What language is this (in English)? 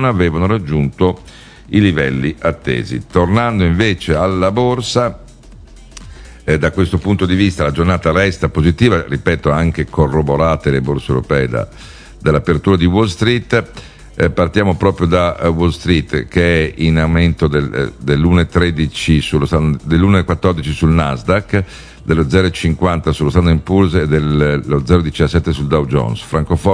Italian